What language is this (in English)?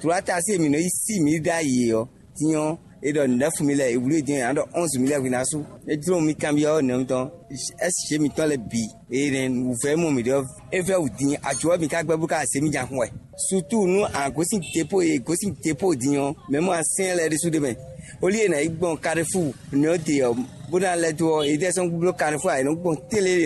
Fon